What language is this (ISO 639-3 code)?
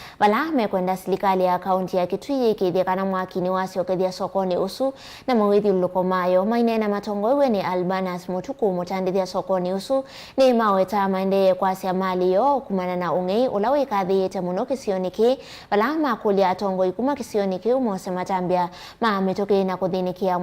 kam